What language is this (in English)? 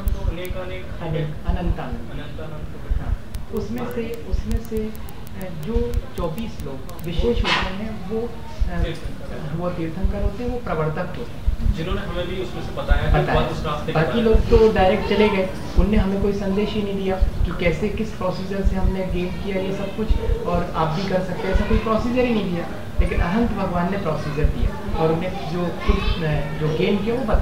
Hindi